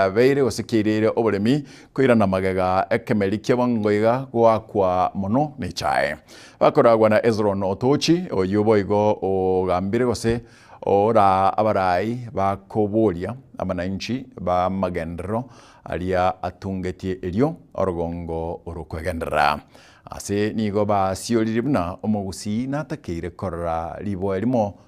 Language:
Gusii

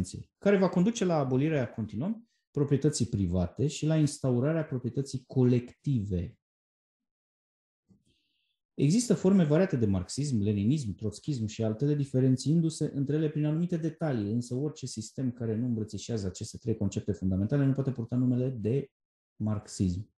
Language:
Romanian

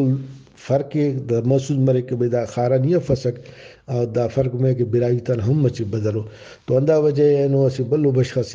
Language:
Brahui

